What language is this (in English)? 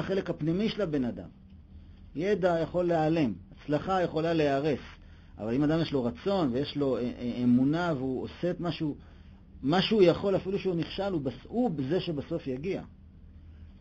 Hebrew